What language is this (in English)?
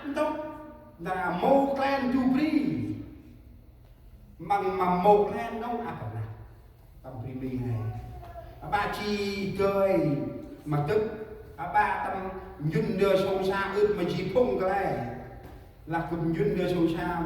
Central Mnong